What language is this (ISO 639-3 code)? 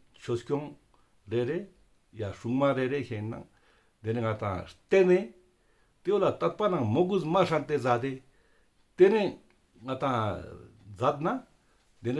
lbj